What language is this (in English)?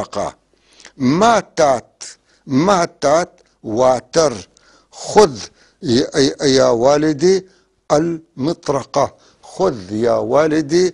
North Levantine Arabic